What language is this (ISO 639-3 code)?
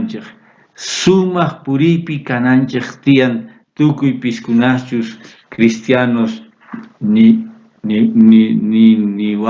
quh